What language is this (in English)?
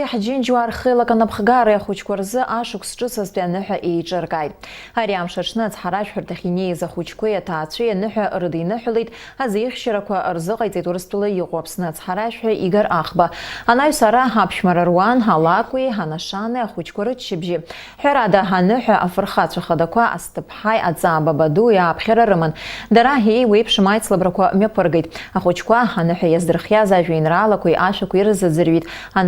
Abkhazian